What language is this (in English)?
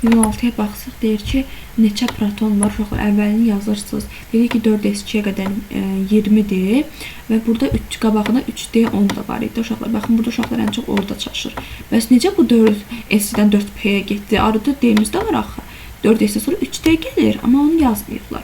Azerbaijani